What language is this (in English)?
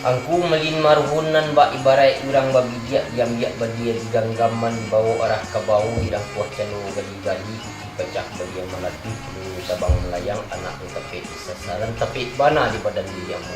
Minangkabau